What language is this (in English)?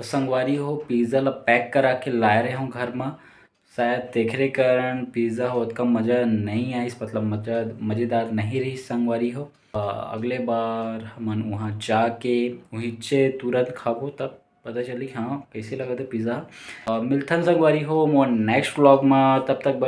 Chhattisgarhi